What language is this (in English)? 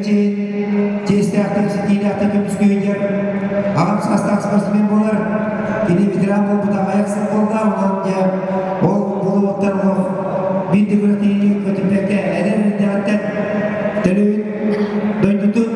Yakut